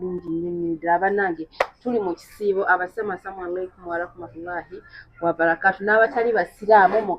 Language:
Ganda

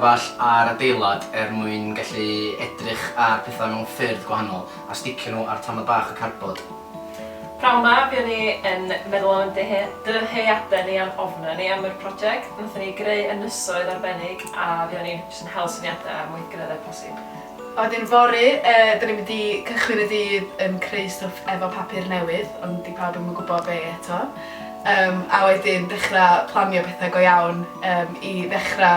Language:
Welsh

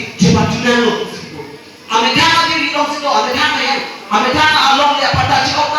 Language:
Karbi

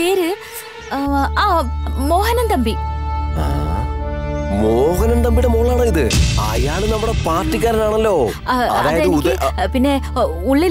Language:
Malayalam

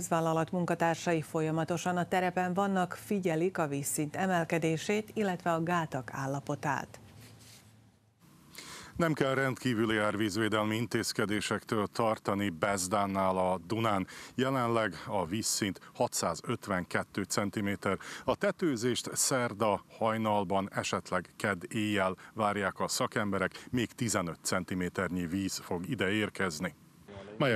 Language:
Hungarian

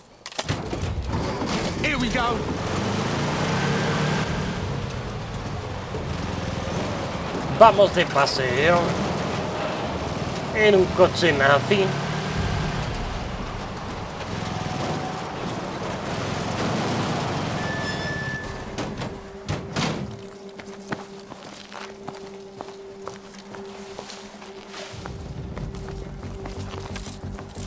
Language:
Spanish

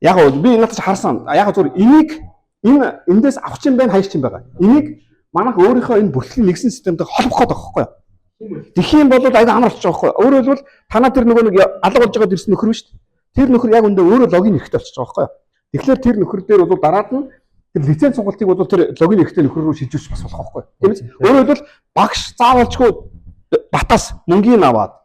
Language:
Mongolian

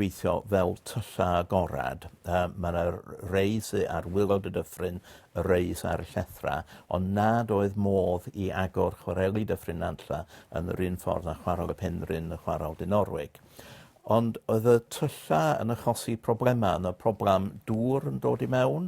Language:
Welsh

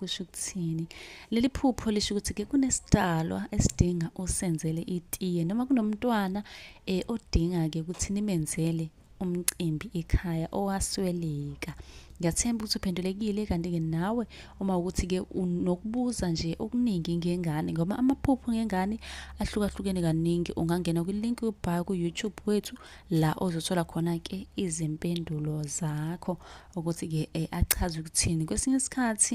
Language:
Zulu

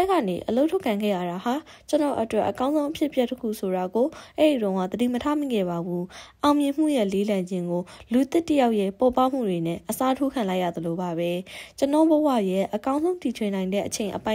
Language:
Burmese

